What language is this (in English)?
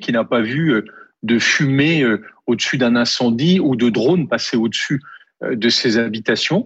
French